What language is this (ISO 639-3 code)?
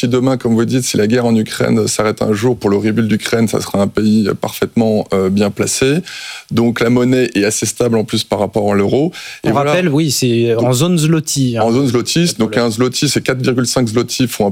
fra